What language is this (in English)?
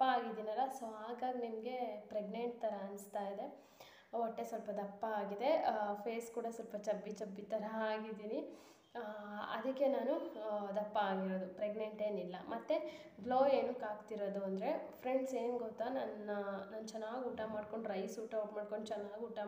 Kannada